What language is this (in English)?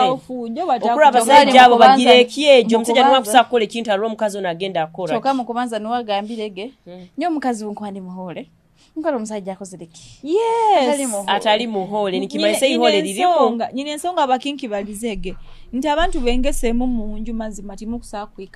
Nyoro